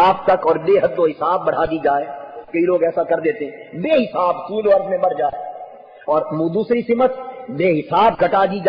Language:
Urdu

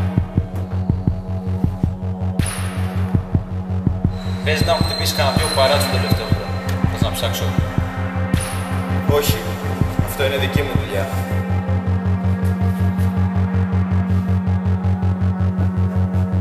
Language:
Greek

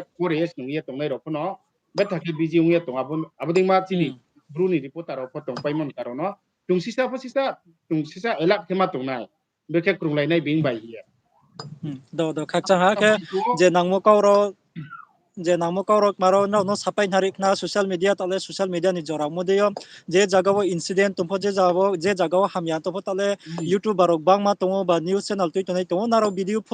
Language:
Riang (India)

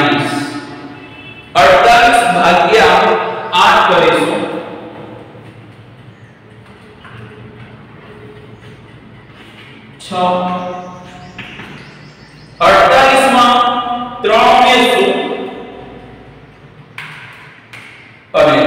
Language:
Gujarati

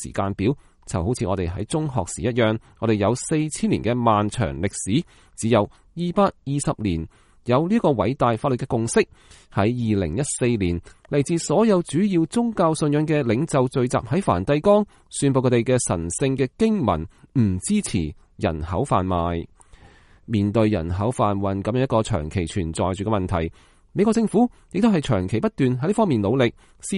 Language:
Cantonese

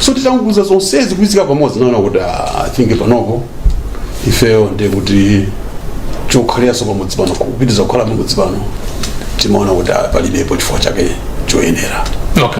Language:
Nyanja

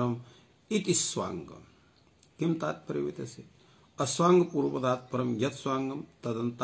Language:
Sanskrit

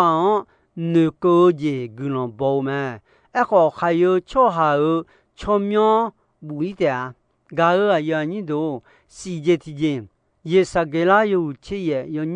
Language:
Akha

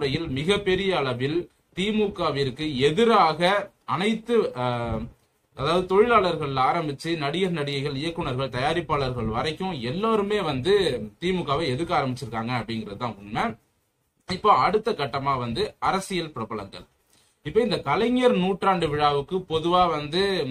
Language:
Tamil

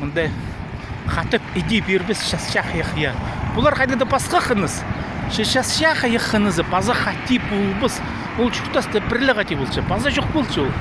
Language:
Khakas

